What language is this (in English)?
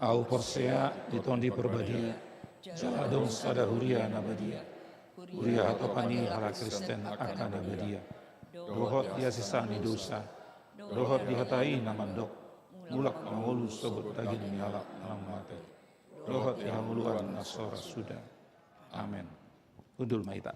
Batak Toba